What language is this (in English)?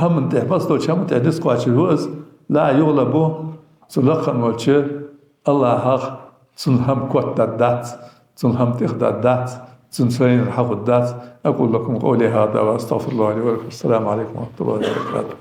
Ingush